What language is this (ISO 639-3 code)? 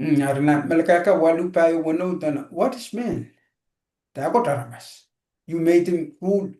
pon